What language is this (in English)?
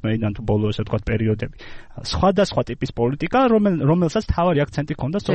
Georgian